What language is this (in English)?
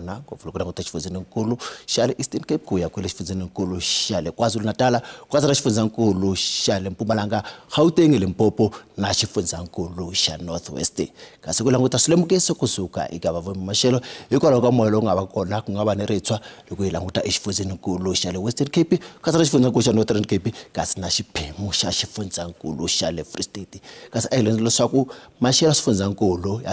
Tsonga